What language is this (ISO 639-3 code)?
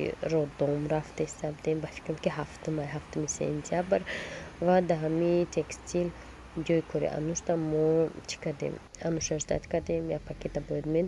tgk